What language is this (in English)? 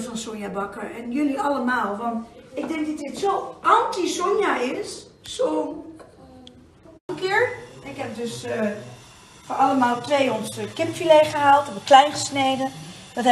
Dutch